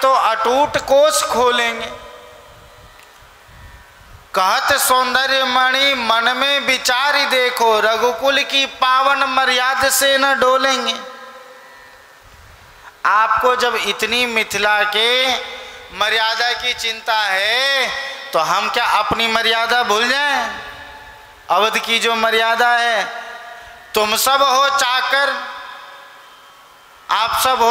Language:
Hindi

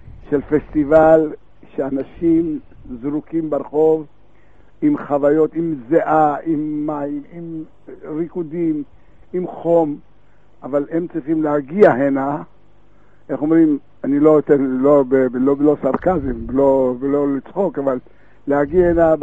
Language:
Hebrew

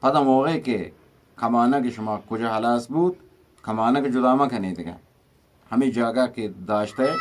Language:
Eastern Balochi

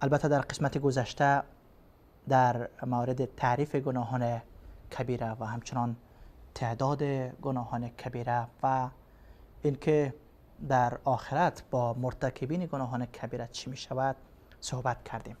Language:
Persian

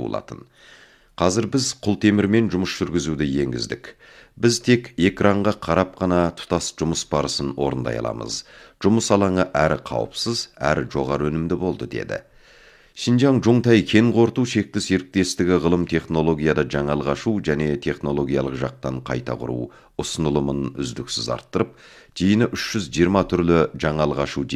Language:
Kazakh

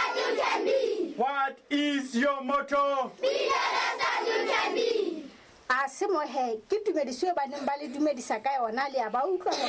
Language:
Southern Sotho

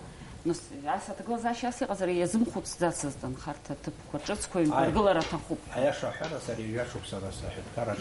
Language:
Abkhazian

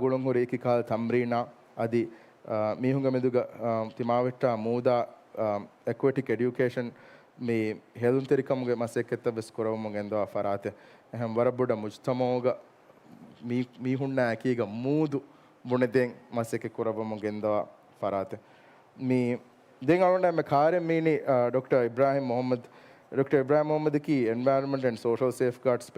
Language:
Divehi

